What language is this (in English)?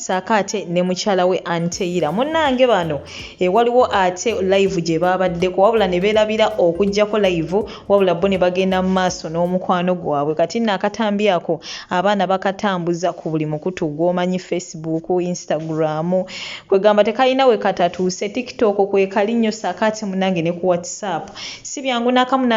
Ganda